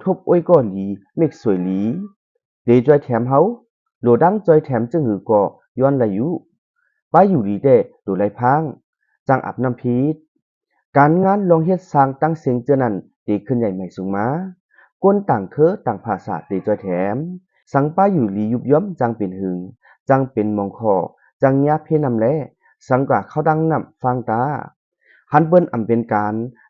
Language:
Shan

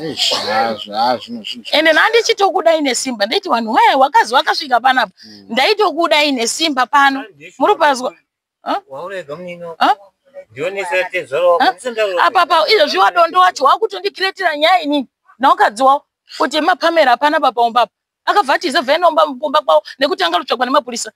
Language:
Shona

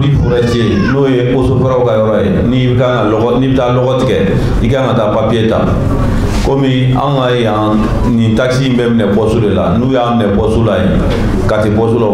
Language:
Bambara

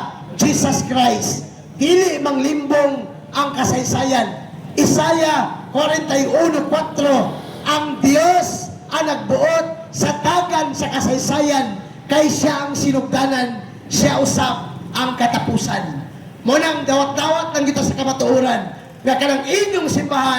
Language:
Cebuano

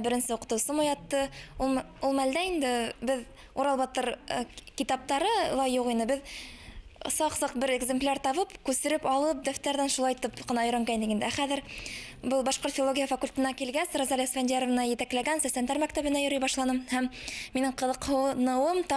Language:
Bashkir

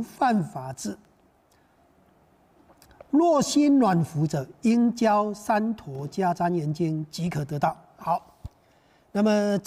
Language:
Chinese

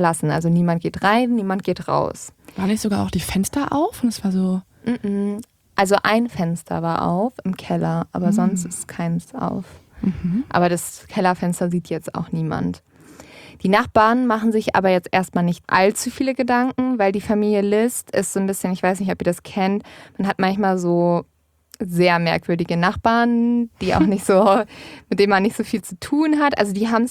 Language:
German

